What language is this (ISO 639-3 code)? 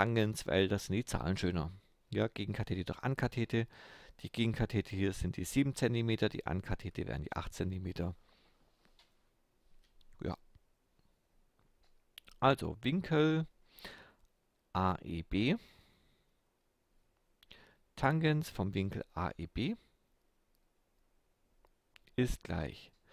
deu